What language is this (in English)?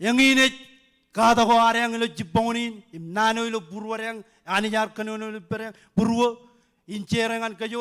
Marshallese